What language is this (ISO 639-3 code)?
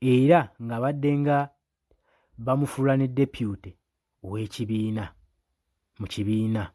lug